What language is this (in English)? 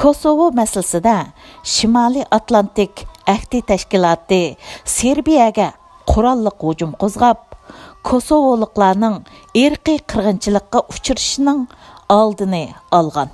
Uyghur